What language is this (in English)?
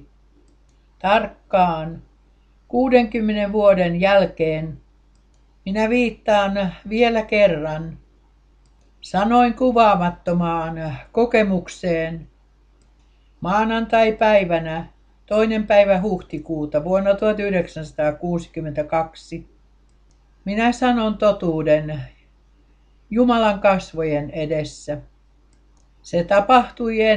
Finnish